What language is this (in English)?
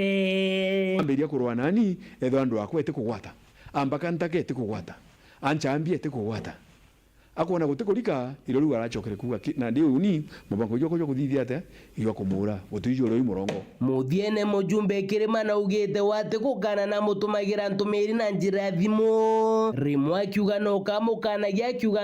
Meru